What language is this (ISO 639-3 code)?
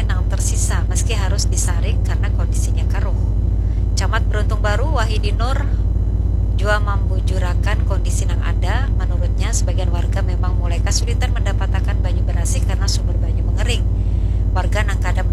bjn